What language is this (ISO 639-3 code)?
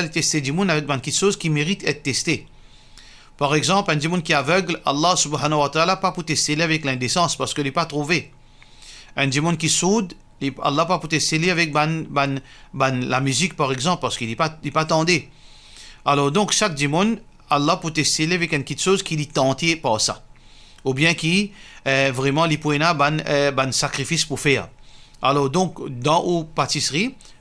mfe